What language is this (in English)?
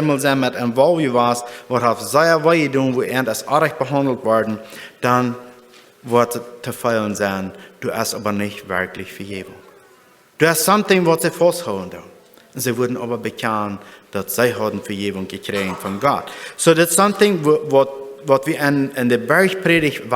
Plautdietsch